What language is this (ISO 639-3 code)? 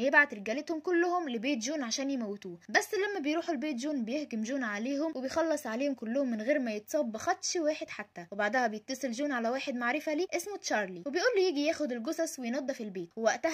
arz